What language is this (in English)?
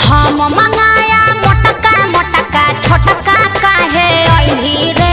Magahi